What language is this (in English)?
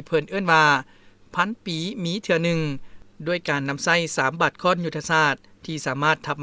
Lao